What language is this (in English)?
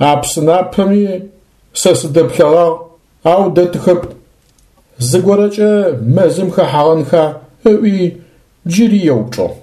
Adyghe